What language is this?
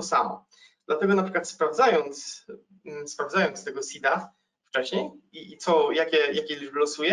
Polish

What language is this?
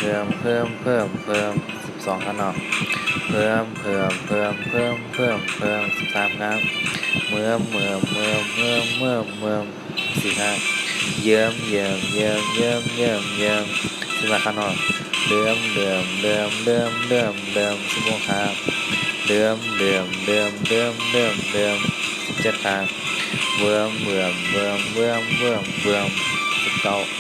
Shan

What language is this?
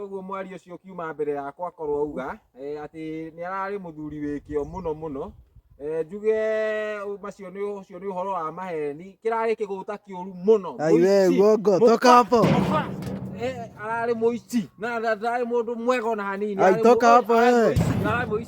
Kikuyu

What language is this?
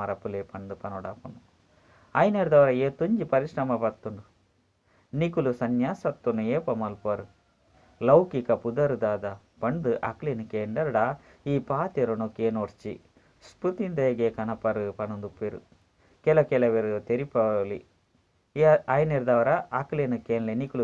Tulu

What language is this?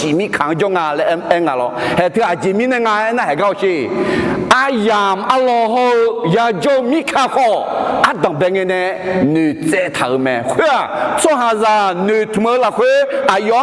Akha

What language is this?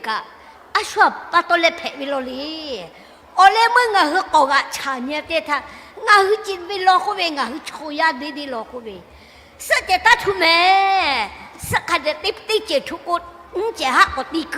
Lahu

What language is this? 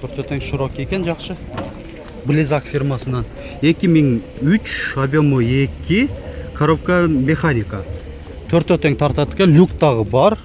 Kyrgyz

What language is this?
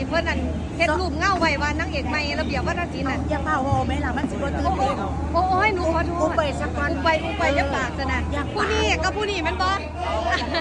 Northeastern Thai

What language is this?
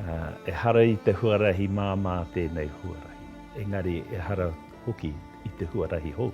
Māori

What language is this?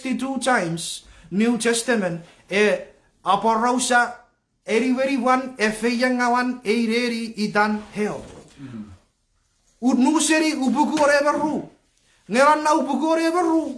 Chuukese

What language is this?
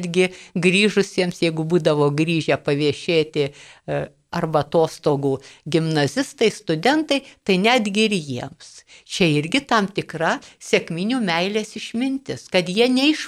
Lithuanian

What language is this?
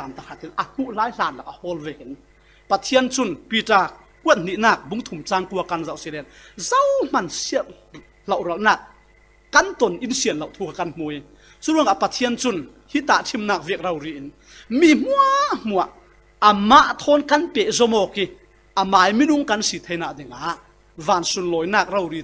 Falam Chin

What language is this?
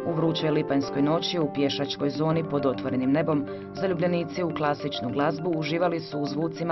Croatian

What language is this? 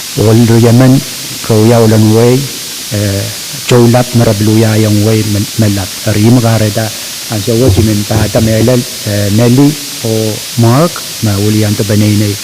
Pohnpeian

